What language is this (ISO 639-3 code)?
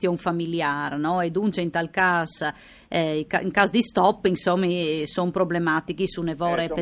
fur